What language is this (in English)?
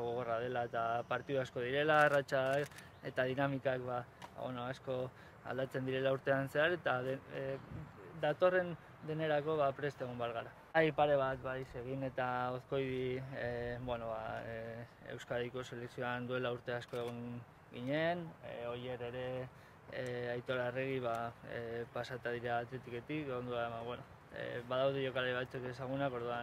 Basque